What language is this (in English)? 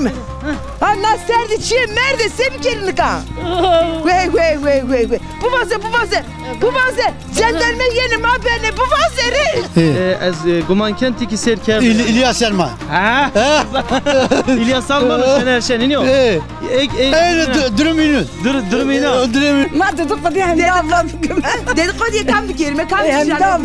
Zaza